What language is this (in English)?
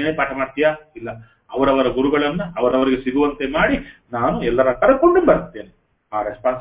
Kannada